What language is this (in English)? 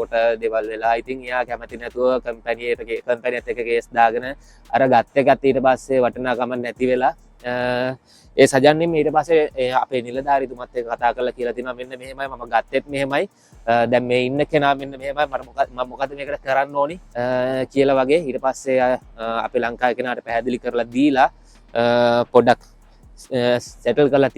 Sinhala